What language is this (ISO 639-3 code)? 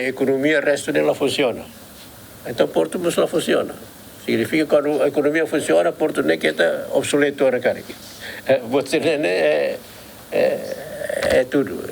tet